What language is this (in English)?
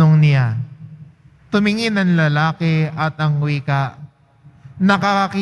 Filipino